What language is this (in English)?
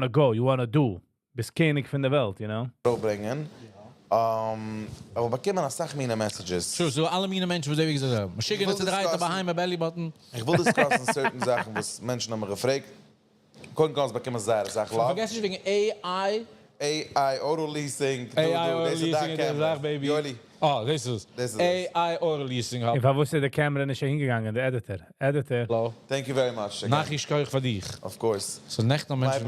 Yiddish